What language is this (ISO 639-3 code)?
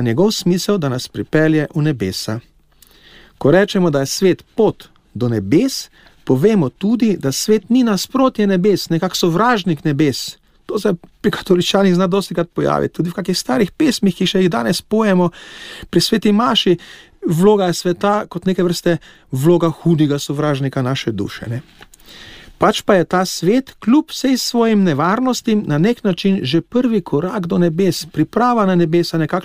slv